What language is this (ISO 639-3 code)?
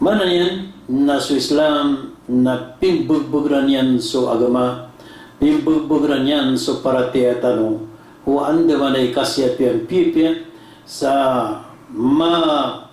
mrw